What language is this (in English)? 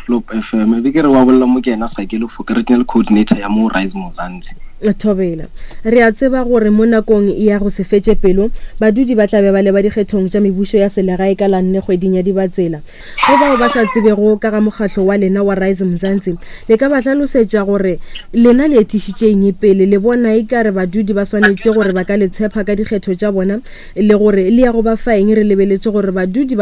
Northern Sotho